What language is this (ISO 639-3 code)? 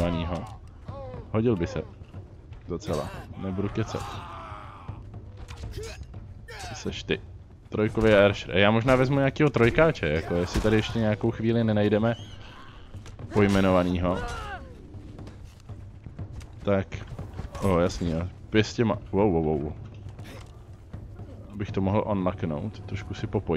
ces